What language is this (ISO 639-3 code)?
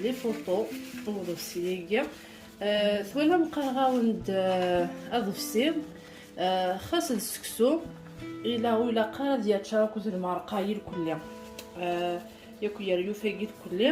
kab